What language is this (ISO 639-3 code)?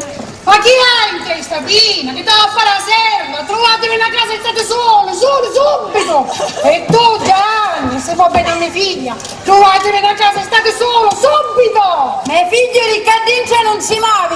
scn